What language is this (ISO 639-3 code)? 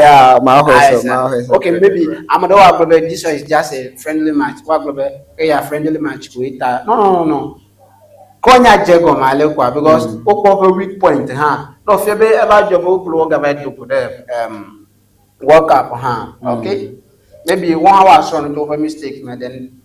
ewe